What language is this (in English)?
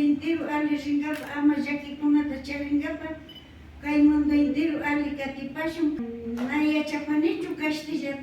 Imbabura Highland Quichua